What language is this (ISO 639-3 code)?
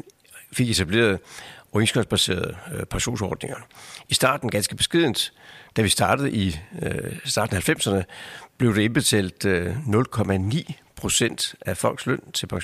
dan